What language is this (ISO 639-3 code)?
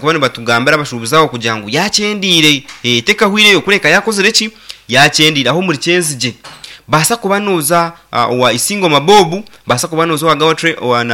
nyn